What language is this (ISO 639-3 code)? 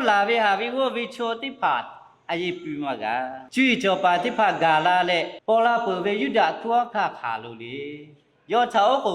lhu